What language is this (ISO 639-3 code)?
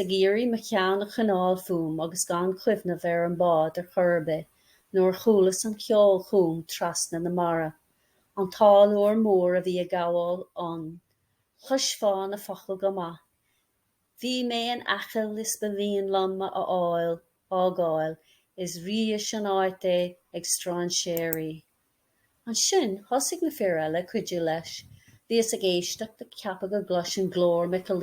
gle